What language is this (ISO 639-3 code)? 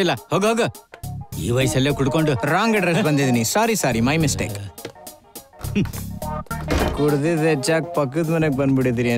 kan